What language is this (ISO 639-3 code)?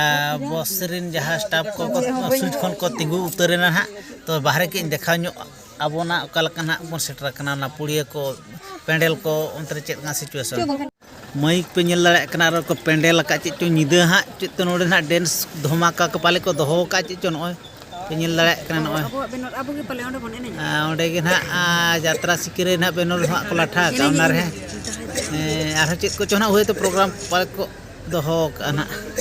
sat